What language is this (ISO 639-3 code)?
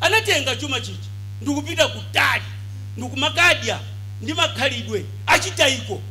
nya